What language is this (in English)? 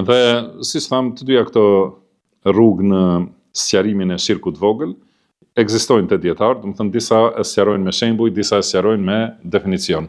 Albanian